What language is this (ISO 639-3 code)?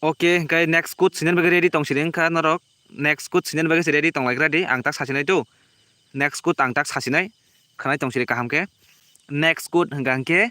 trp